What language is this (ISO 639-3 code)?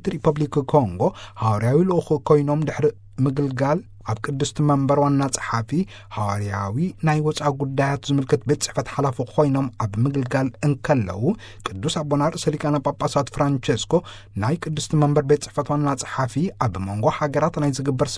tir